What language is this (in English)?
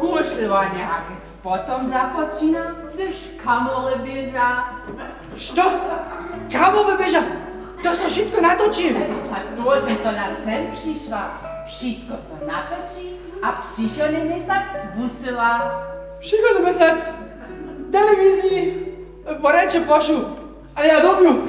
Upper Sorbian